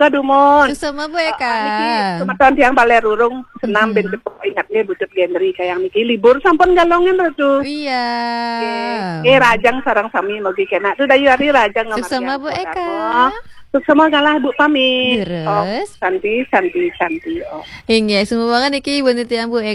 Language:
Balinese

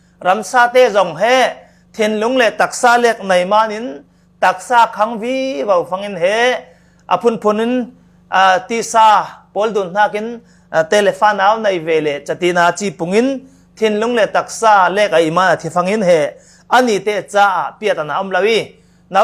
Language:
Falam Chin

